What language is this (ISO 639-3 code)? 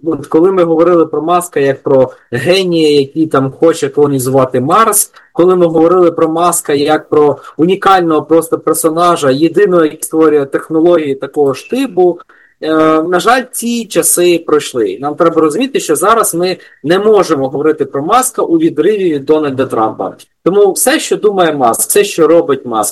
ukr